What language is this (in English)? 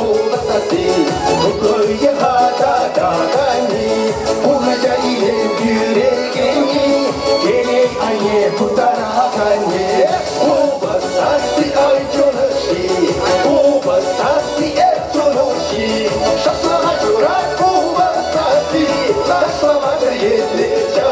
Chuvash